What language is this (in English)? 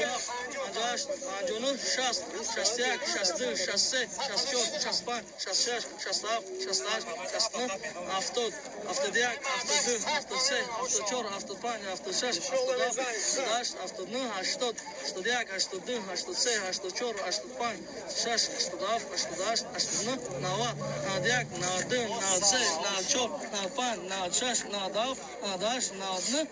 Tajik